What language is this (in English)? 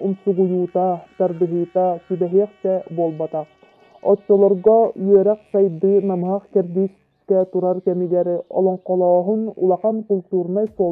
Yakut